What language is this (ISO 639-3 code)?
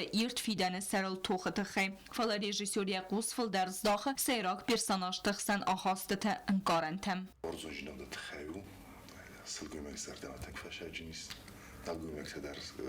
oss